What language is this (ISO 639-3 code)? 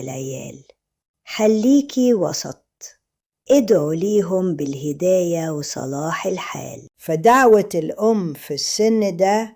arz